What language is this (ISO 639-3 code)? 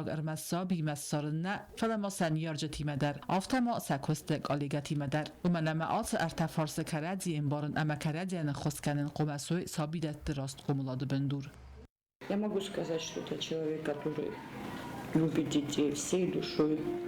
oss